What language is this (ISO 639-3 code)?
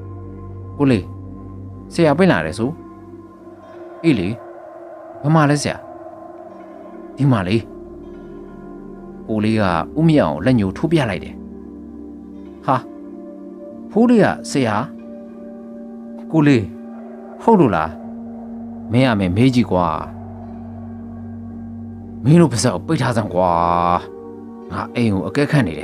mya